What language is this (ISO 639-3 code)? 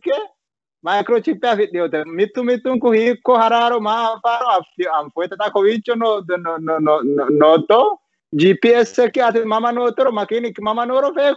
sid